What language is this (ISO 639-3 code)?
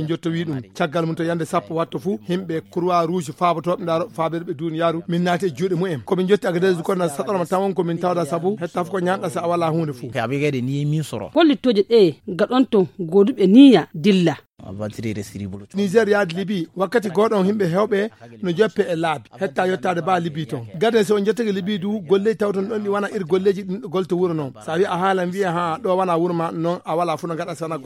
ful